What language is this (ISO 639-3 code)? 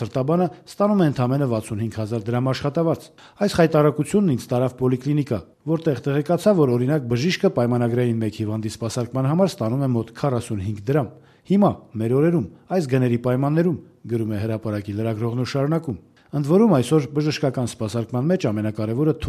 hye